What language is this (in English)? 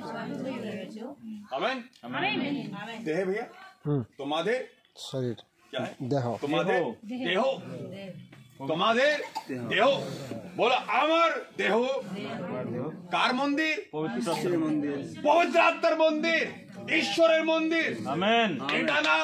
Bangla